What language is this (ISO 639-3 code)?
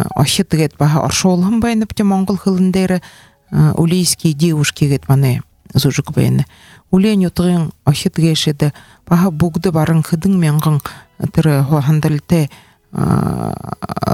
bua